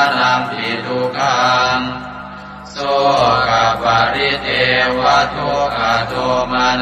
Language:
Pali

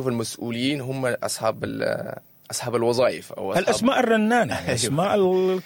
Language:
Sudanese Arabic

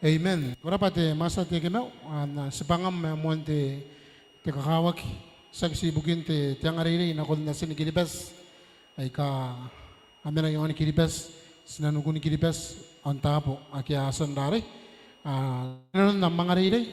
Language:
Gilbertese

